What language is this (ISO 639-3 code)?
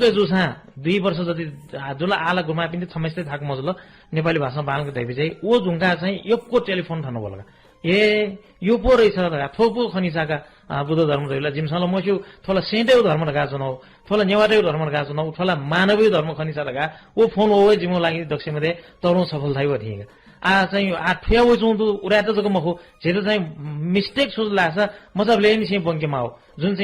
new